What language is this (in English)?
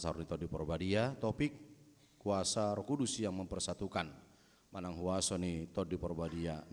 Batak Toba